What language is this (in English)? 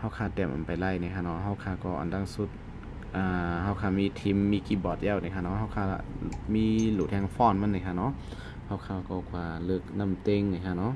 Shan